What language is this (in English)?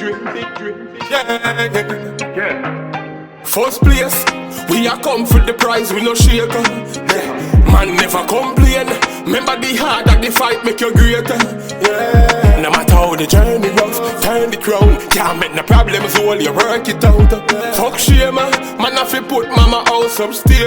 Jamaican Creole English